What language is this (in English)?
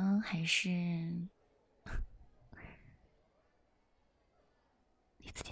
Chinese